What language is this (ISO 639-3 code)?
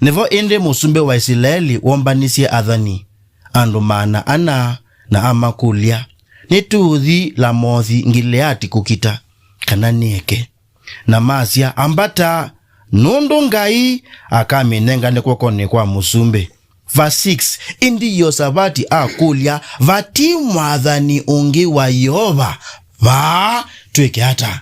kam